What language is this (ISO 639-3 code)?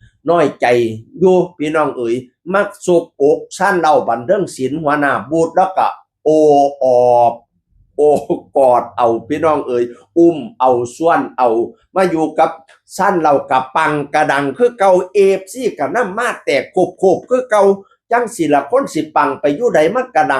tts